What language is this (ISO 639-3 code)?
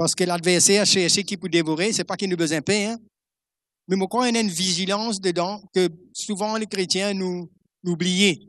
mfe